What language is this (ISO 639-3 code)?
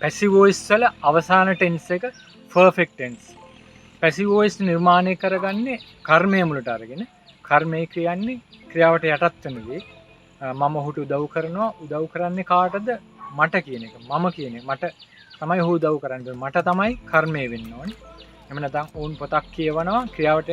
sin